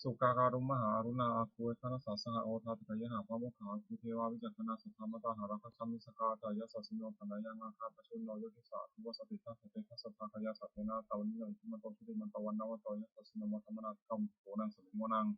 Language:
Pali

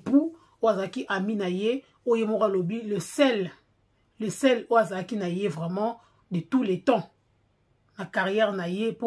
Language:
Lingala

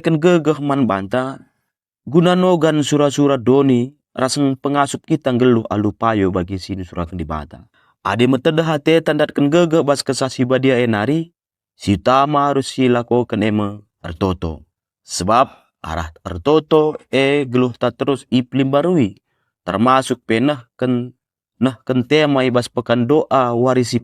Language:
Batak Karo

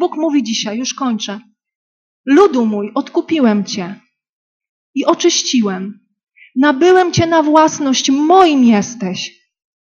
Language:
Polish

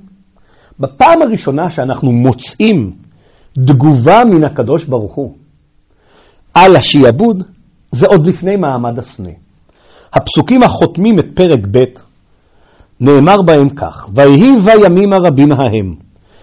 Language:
Hebrew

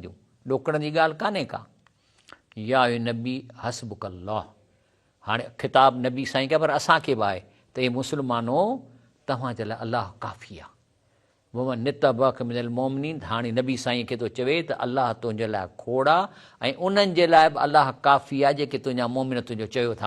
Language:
Sindhi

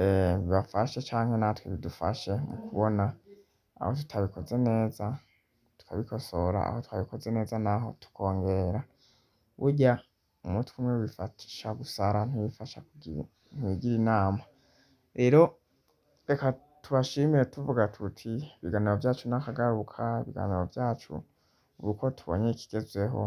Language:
Rundi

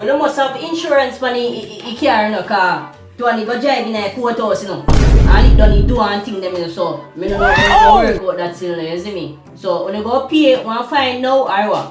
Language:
Jamaican Creole English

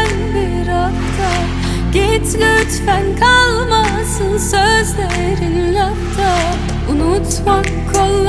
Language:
Turkish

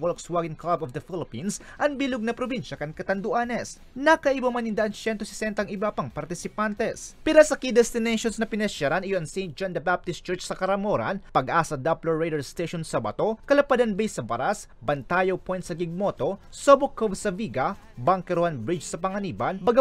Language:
Bikol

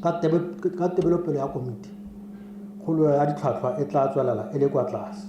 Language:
Tswana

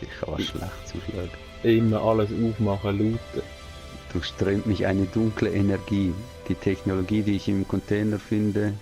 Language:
Swiss German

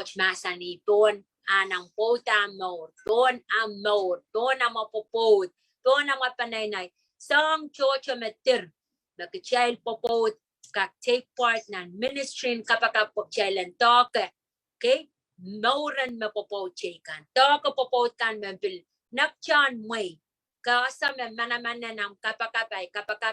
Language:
Pohnpeian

